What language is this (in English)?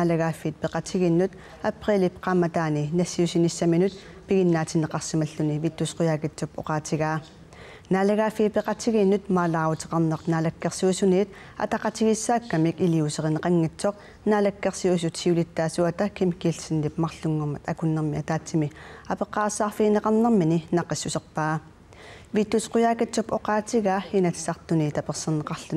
Kalaallisut